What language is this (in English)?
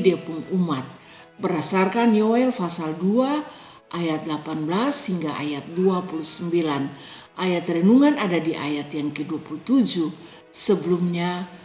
Kupang Malay